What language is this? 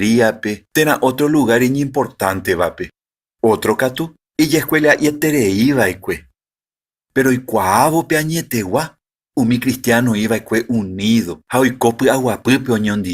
Guarani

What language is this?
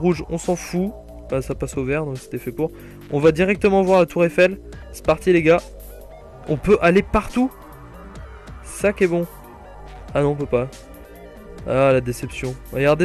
French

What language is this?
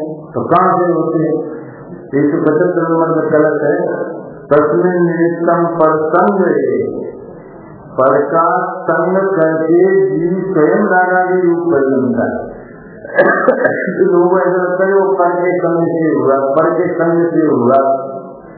Hindi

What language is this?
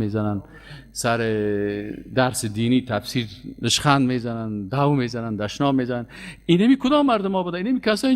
Persian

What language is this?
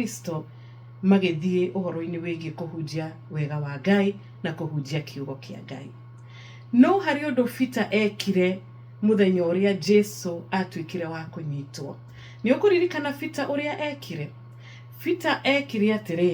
Kikuyu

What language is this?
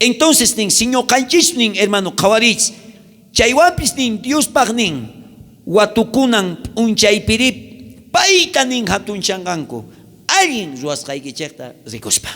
South Bolivian Quechua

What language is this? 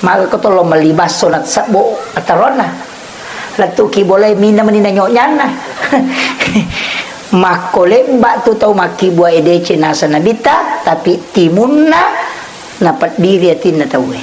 Buginese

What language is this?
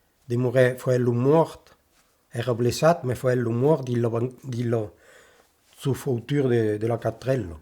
Occitan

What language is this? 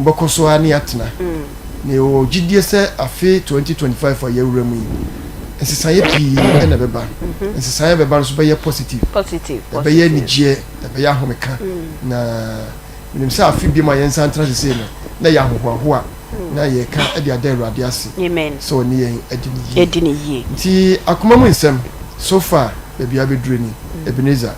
Akan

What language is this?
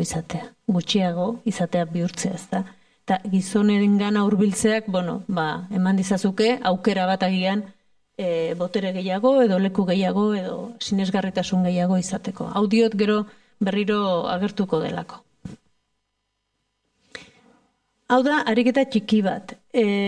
Basque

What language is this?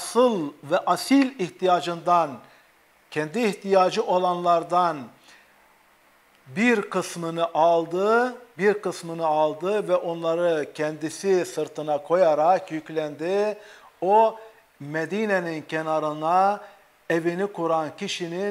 Turkish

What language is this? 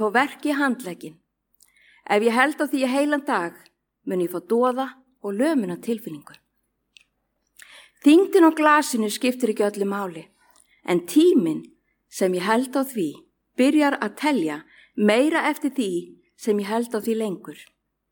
Icelandic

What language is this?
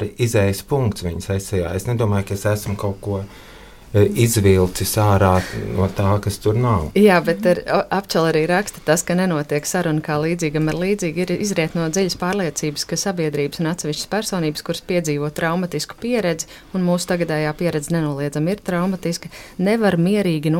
Latvian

